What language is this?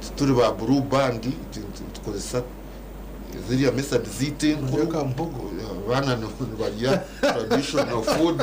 Nyankole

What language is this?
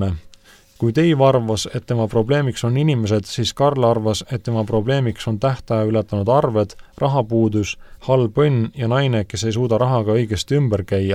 Estonian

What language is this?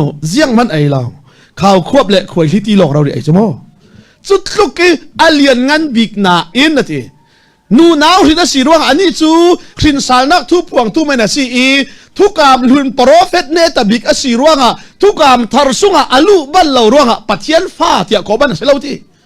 Falam Chin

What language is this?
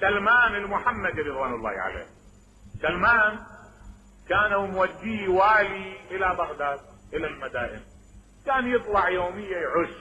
Mesopotamian Arabic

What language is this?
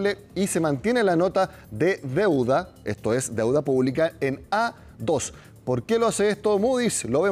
Spanish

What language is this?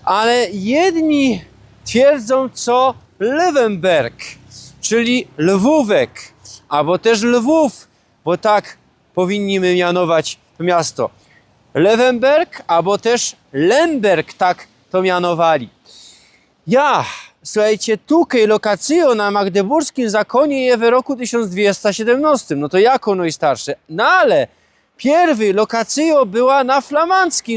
Silesian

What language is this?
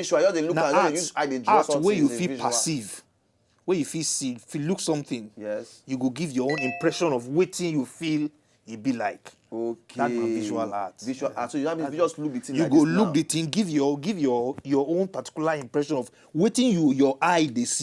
Nigerian Pidgin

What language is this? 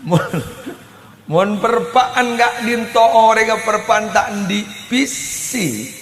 Madurese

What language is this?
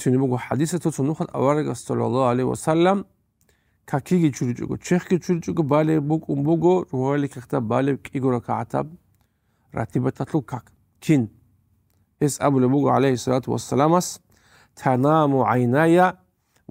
Avaric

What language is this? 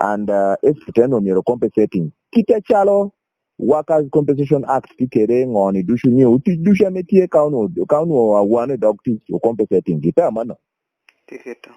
Lango (Uganda)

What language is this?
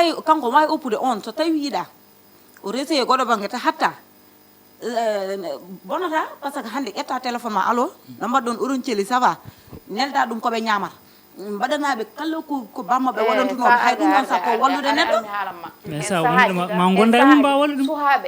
Fula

